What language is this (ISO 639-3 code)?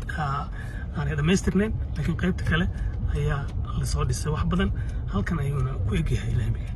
som